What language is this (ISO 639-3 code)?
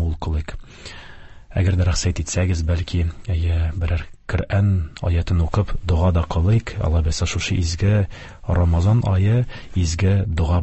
tat